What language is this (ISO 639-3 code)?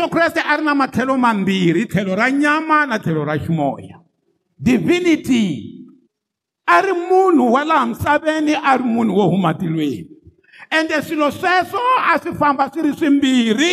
tso